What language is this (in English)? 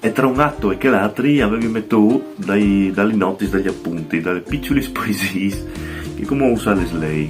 Friulian